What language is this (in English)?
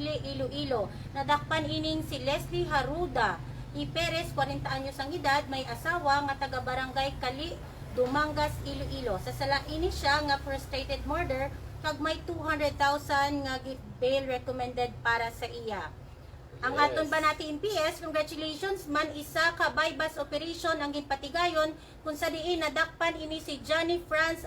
Hiligaynon